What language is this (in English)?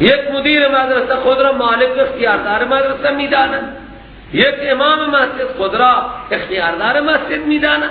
Persian